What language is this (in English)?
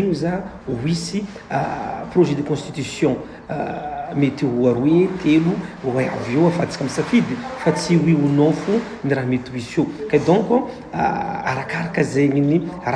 Malagasy